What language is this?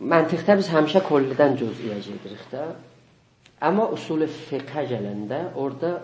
South Azerbaijani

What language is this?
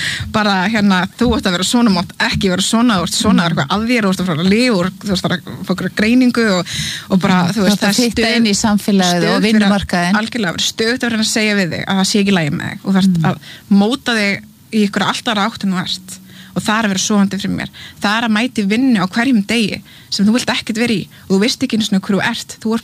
Icelandic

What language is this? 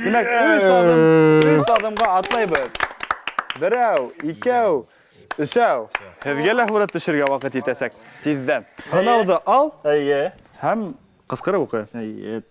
Bashkir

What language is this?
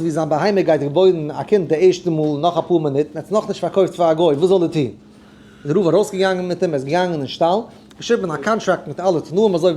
Yiddish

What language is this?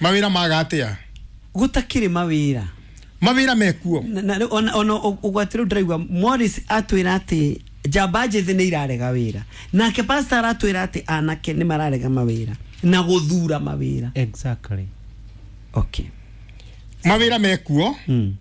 Kikuyu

